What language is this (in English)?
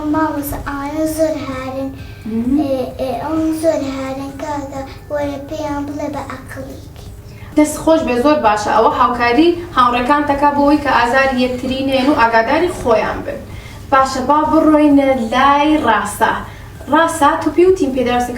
Central Kurdish